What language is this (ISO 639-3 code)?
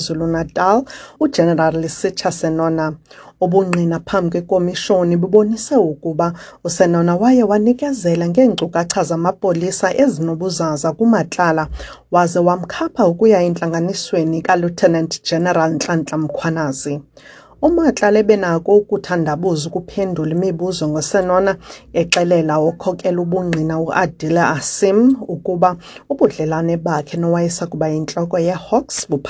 xho